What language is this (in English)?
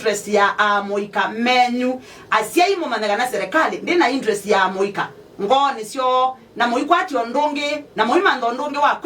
Kamba